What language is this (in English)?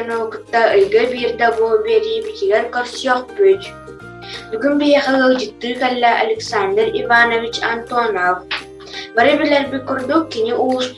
Yakut